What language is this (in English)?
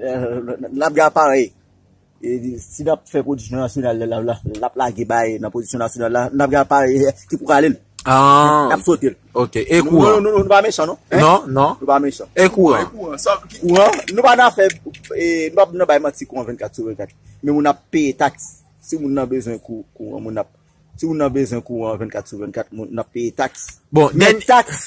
Haitian Creole